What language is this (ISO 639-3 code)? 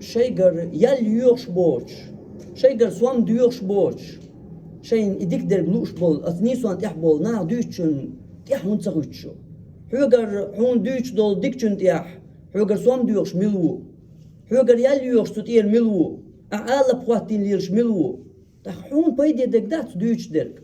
che